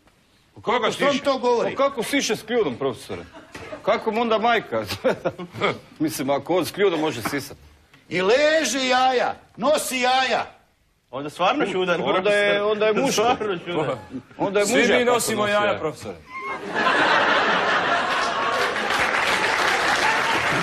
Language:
Croatian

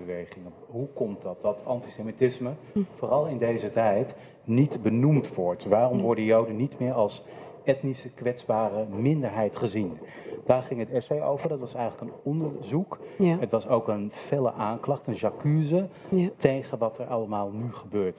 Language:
Dutch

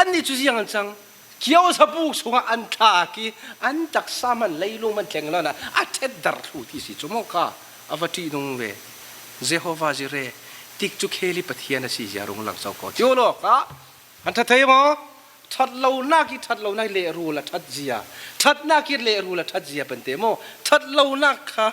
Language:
Falam Chin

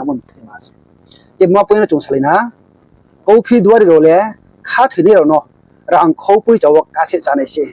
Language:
Riang (India)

